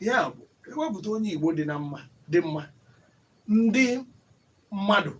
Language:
Igbo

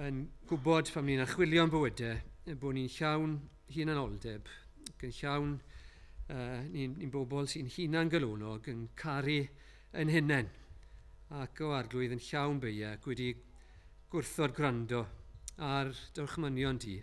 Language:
Welsh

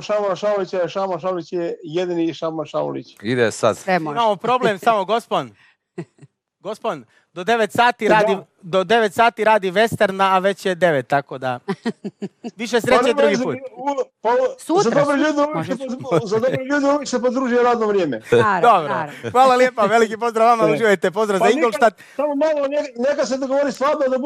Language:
Croatian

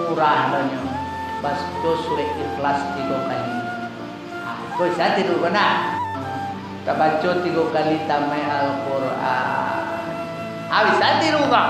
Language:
Minangkabau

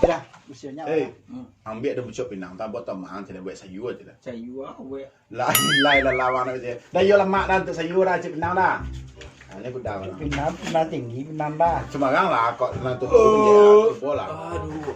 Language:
Minangkabau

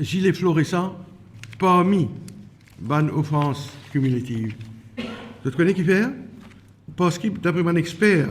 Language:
Morisyen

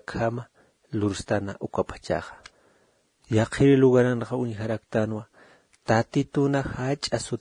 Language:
Aymara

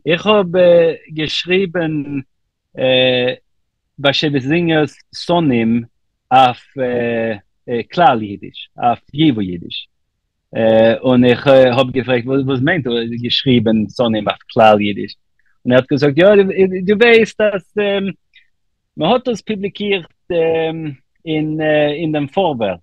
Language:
Yiddish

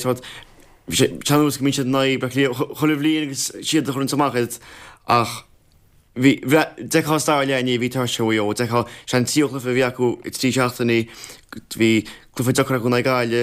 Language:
Irish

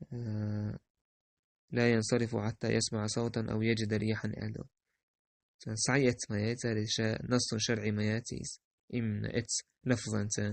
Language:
Chechen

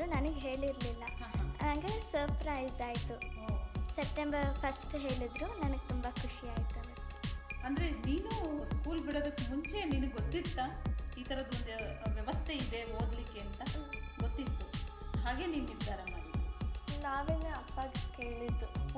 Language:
Kannada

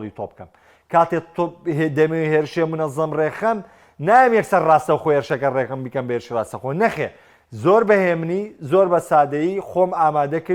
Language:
Central Kurdish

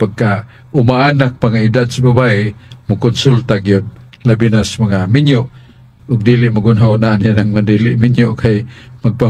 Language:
Cebuano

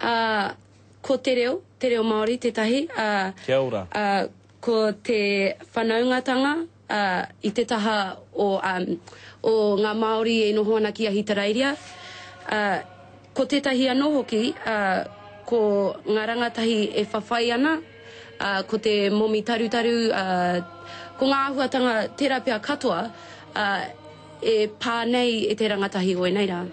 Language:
Māori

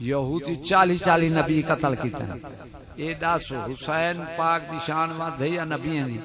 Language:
Saraiki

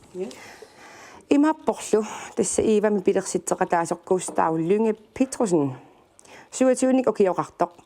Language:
Kalaallisut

